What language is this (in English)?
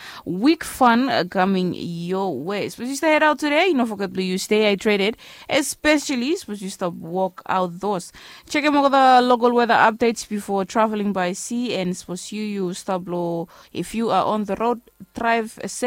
Bislama